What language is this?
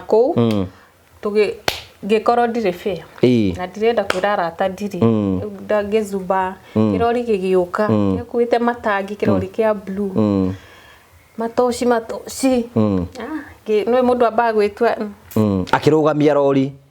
Kikuyu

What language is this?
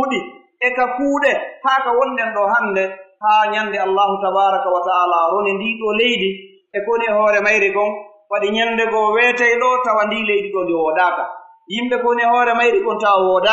Pular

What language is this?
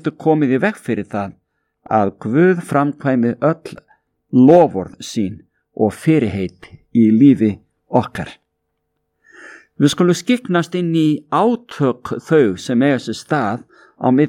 Icelandic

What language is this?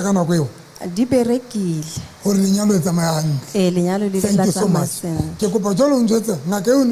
Southern Sotho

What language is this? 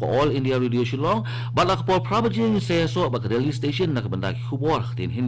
Khasi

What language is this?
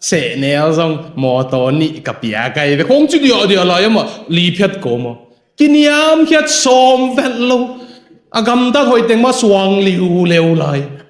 Tedim Chin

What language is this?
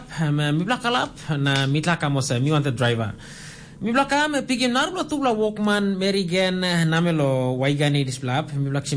Tok Pisin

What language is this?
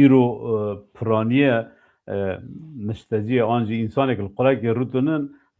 Kurdish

